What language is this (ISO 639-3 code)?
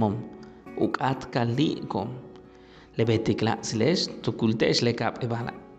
yua